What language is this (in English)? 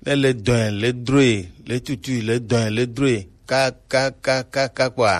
Gen